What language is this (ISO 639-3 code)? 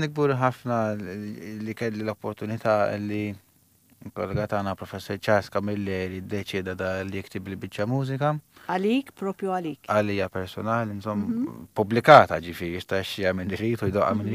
mlt